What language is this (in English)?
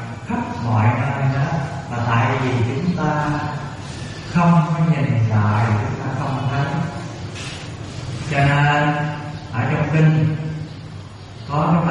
Vietnamese